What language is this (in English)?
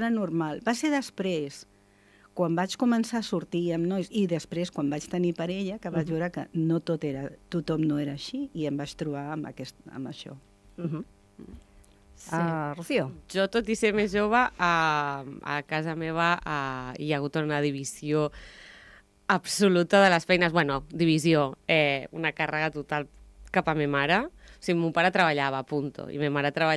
Catalan